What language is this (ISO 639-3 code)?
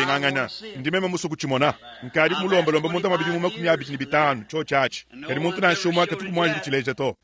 lua